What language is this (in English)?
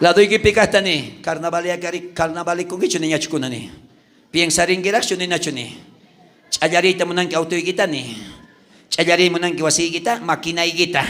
South Bolivian Quechua